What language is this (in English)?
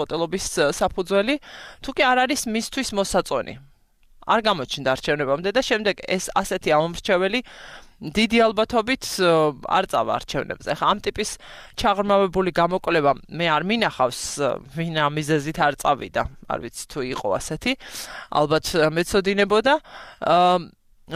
Georgian